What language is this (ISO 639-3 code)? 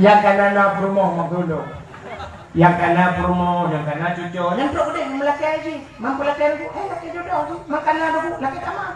ace